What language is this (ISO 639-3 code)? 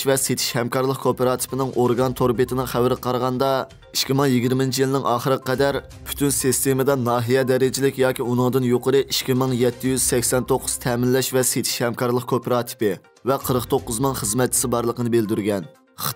uig